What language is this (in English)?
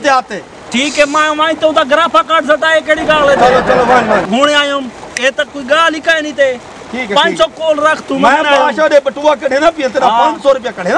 Saraiki